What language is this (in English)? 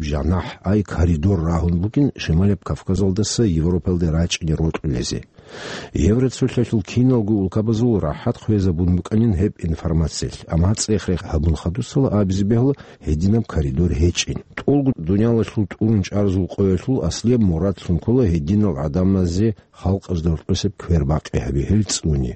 Avaric